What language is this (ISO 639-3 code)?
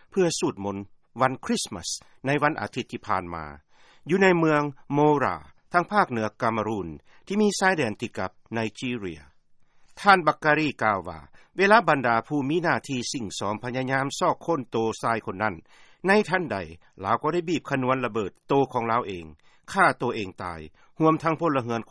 lao